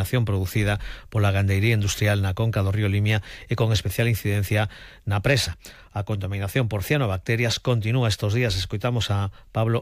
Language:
Galician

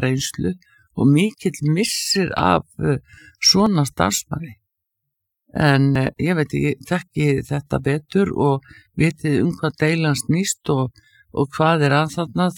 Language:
Icelandic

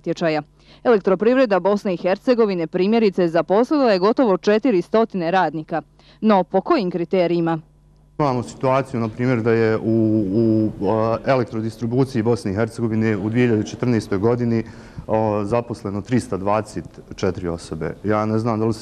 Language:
Bosnian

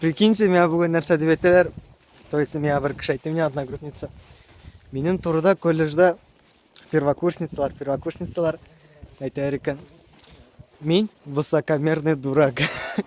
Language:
Tatar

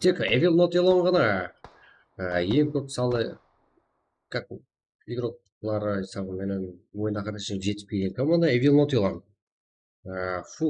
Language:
Kara-Kalpak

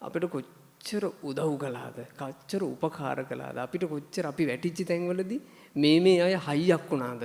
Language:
Sinhala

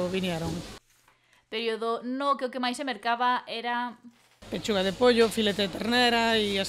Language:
Galician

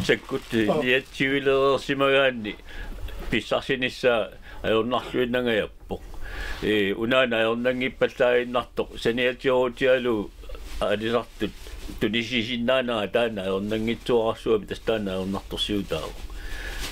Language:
Kalaallisut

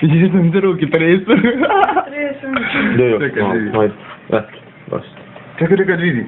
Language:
Bosnian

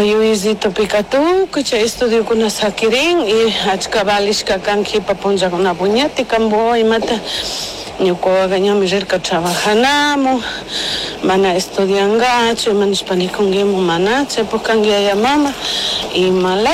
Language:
Chimborazo Highland Quichua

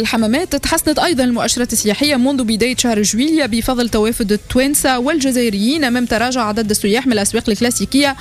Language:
Tunisian Arabic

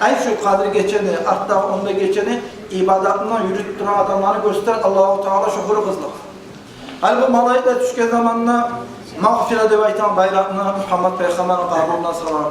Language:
Kumyk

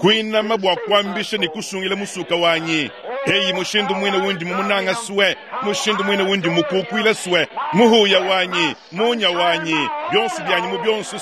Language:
Luba-Lulua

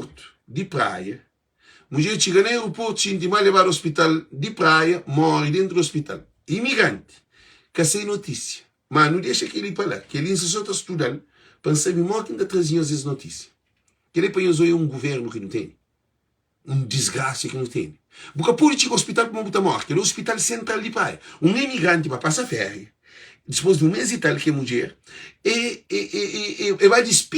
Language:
Kabuverdianu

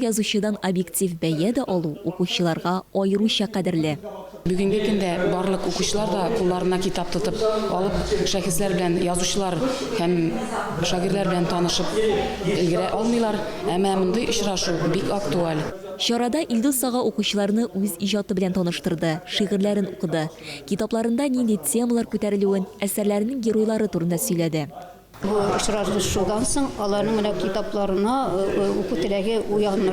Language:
Tatar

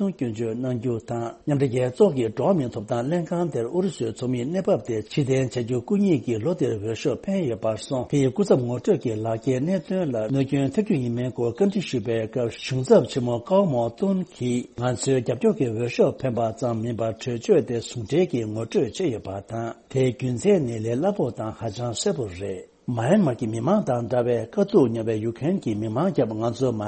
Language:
Tibetan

